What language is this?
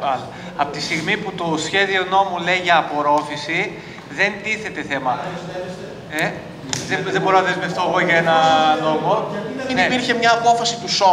Greek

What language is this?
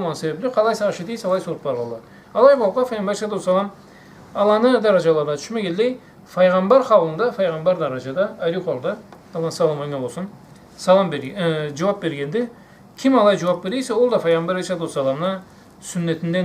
Karachay-Balkar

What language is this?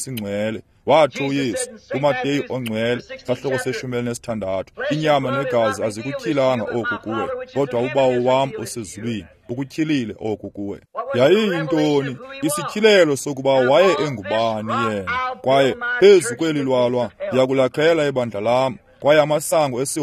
Xhosa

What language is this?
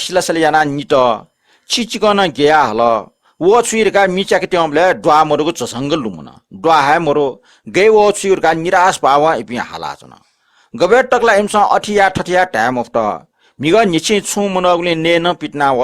Newari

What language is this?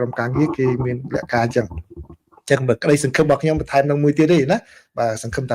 Khmer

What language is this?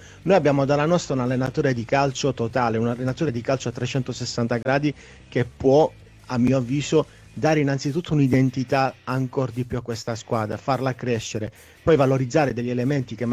Italian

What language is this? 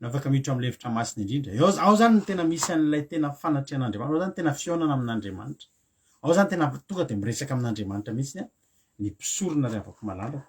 Malagasy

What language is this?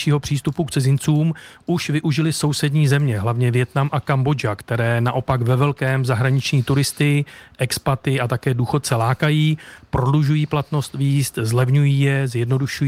Czech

